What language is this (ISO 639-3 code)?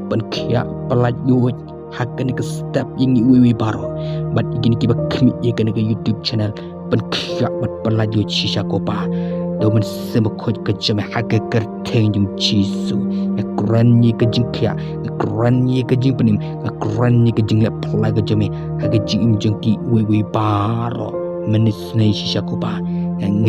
kha